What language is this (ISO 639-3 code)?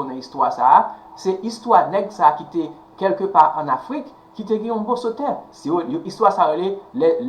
hat